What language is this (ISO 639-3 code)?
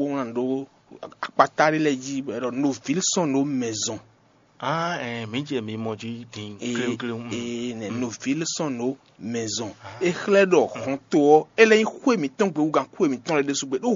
fon